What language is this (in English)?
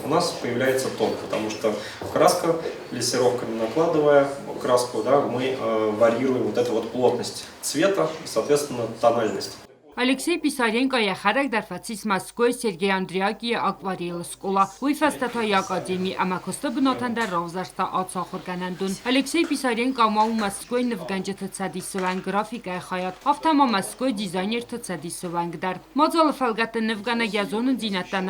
Ossetic